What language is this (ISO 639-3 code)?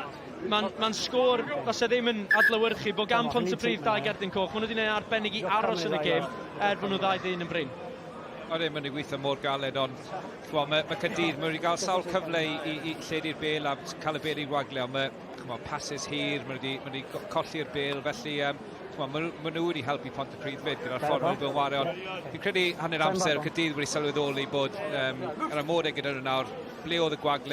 cym